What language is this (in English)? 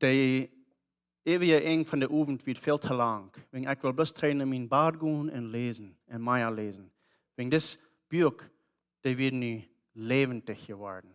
Plautdietsch